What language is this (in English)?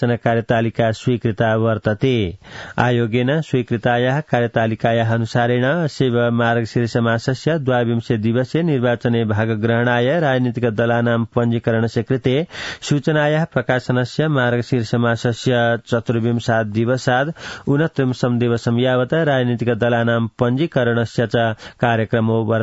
Sanskrit